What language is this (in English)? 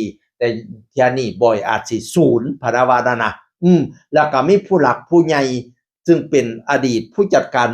Northeastern Thai